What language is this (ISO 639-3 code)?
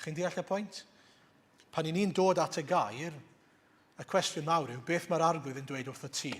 cym